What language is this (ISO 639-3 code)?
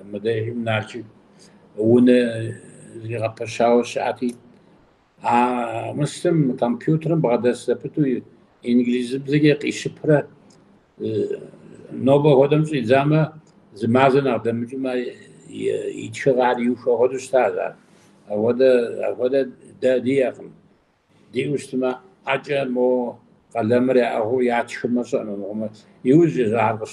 kbd